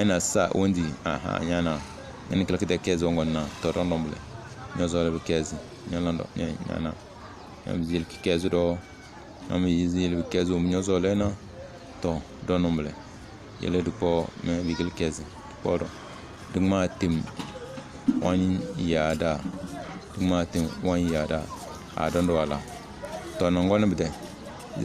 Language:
Tem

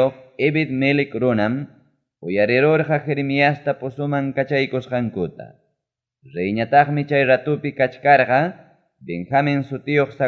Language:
Ayacucho Quechua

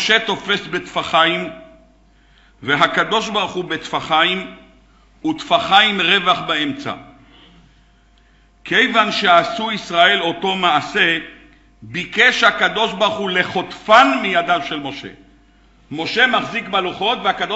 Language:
Hebrew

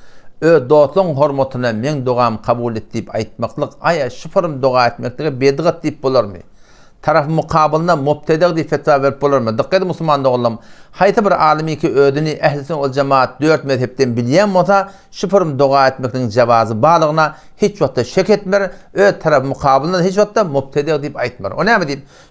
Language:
Turkmen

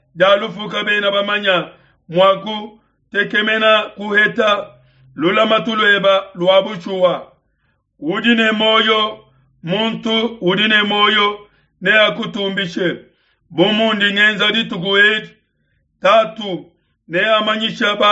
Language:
Luba-Lulua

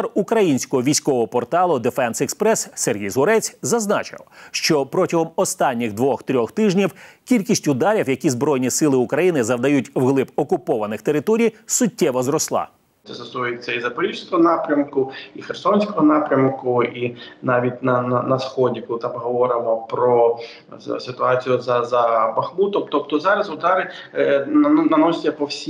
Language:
Ukrainian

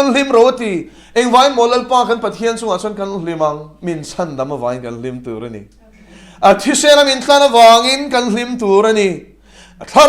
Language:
Mizo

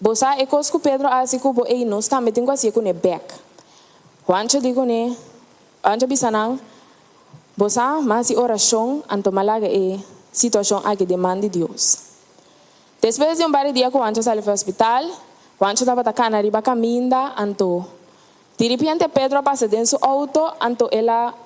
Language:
Papiamento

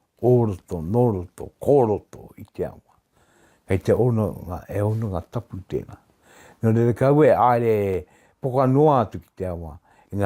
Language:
Māori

